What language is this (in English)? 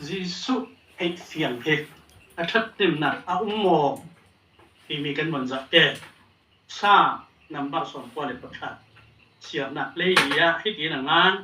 Falam Chin